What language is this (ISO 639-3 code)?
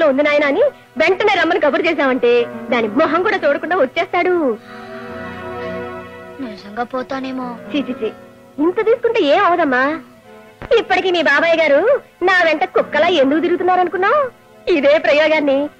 tel